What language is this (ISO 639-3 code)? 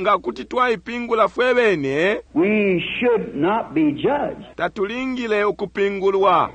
bem